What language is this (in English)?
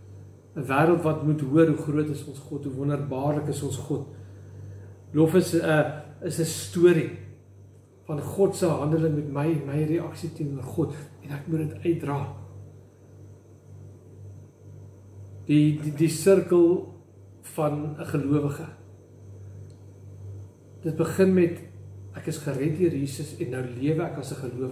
Afrikaans